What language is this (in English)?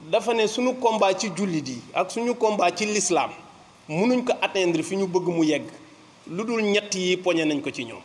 Wolof